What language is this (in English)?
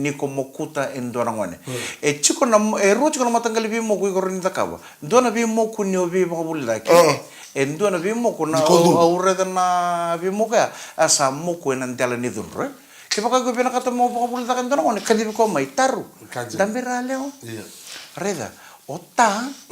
Fijian